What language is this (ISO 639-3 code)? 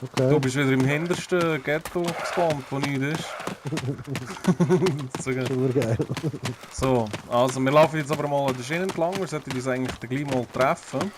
gsw